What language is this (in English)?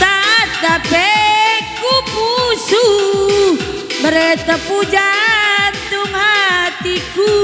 Batak Karo